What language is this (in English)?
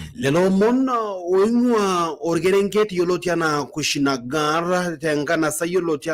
Masai